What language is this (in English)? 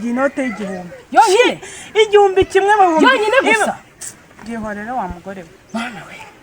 Kinyarwanda